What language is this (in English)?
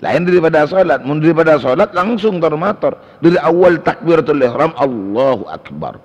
Madurese